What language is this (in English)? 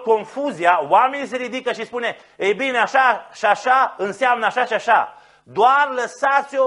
Romanian